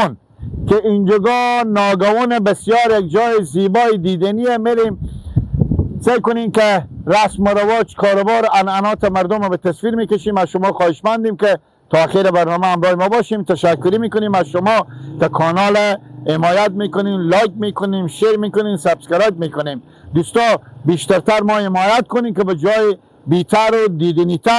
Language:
Persian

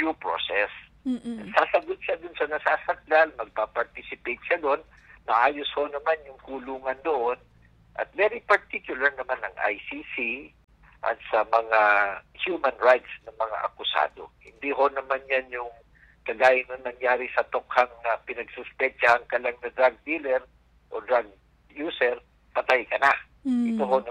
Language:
Filipino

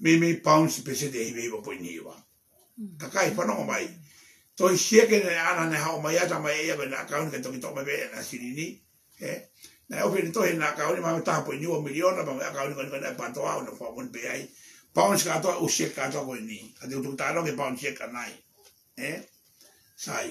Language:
Tongan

